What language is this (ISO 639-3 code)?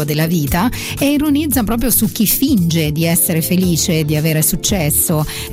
ita